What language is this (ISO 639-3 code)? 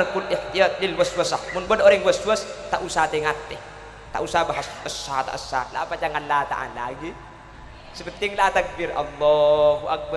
mad